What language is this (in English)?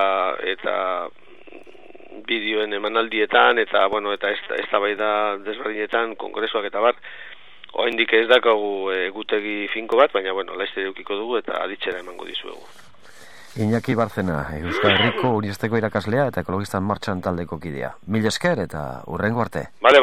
Basque